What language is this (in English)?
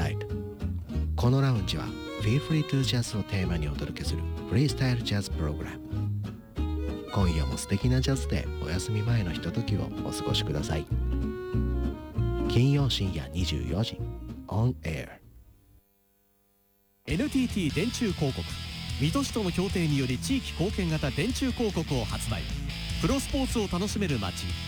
Japanese